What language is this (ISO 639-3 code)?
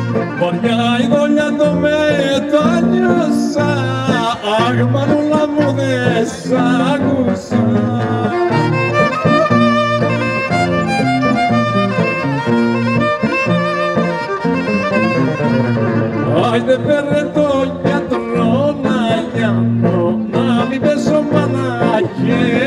ell